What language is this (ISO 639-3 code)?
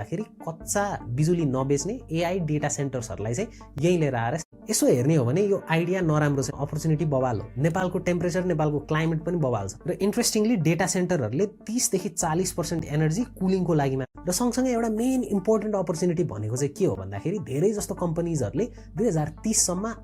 nep